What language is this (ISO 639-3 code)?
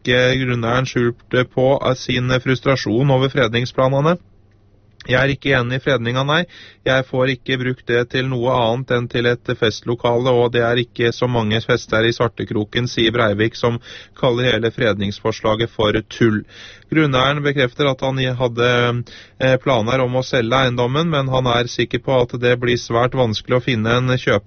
nor